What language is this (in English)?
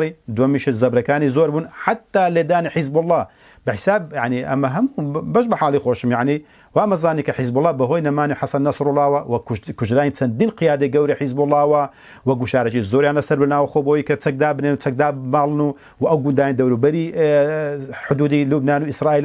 Central Kurdish